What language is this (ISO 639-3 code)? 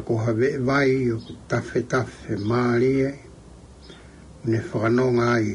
ton